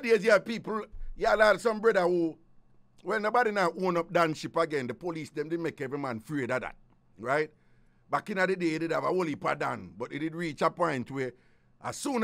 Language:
Jamaican Creole English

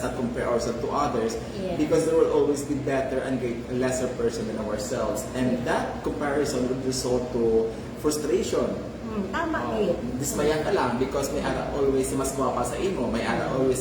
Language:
Hiligaynon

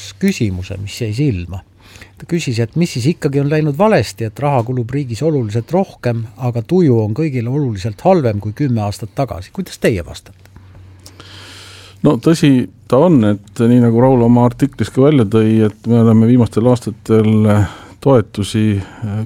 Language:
Estonian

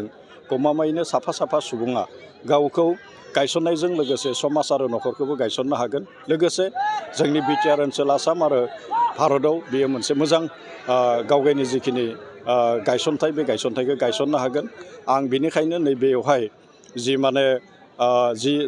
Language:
Bodo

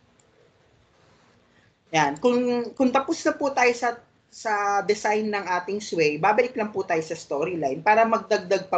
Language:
Filipino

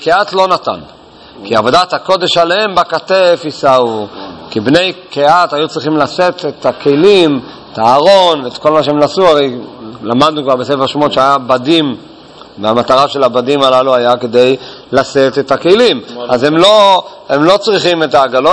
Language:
Hebrew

